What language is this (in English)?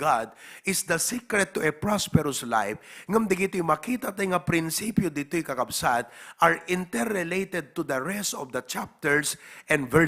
Iloko